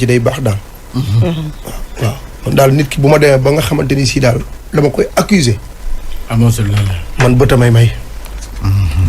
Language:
Wolof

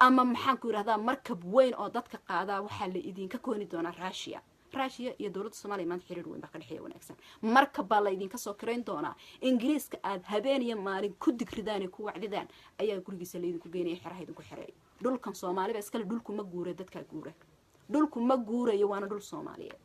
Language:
Somali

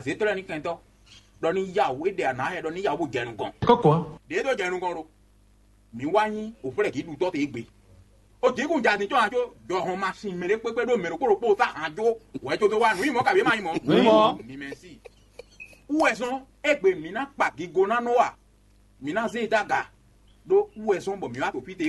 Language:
Fon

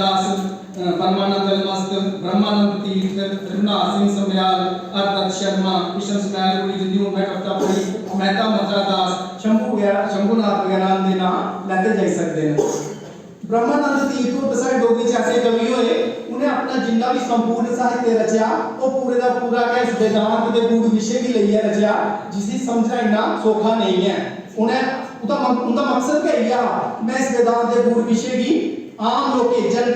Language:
Dogri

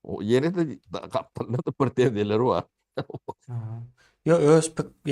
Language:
Turkmen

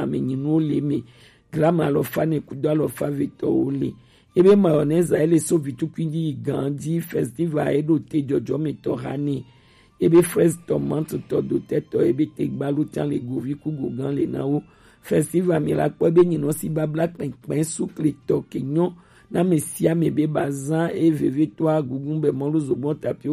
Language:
Gen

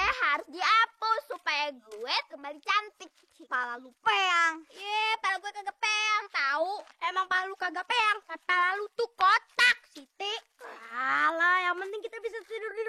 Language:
Betawi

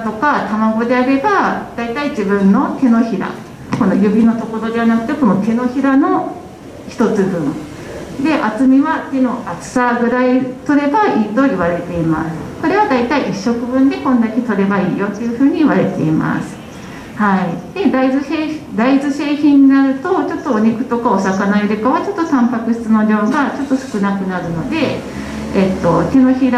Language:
Japanese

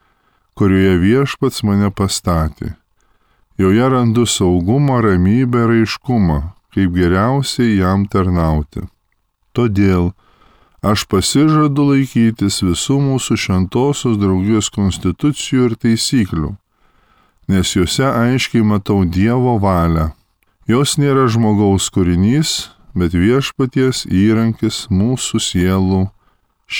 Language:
Lithuanian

